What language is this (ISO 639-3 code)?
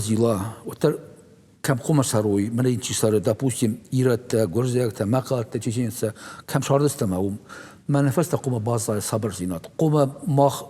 oss